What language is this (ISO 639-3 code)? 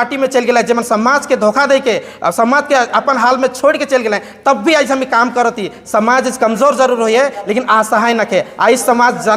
sck